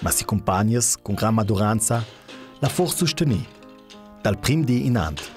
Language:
Ladin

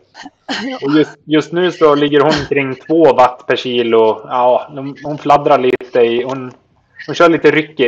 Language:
Swedish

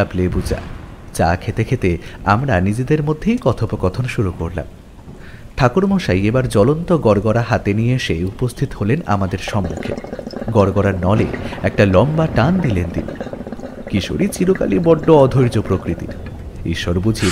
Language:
Bangla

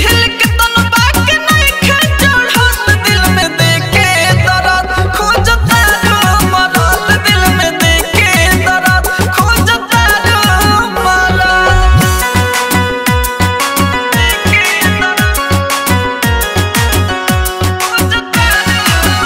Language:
Bhojpuri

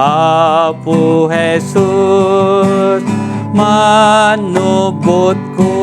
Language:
Iloko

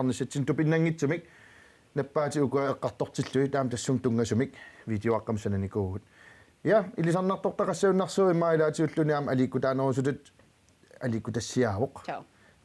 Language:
Kalaallisut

